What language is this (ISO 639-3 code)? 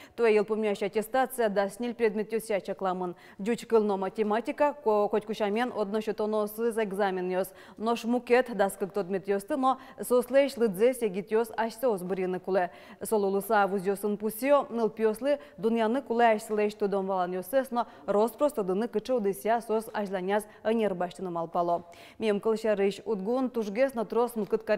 udm